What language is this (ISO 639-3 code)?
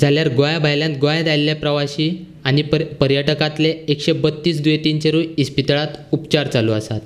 kok